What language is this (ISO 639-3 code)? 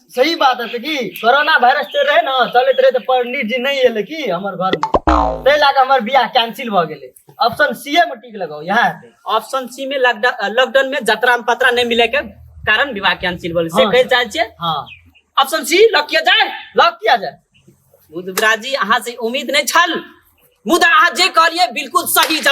mai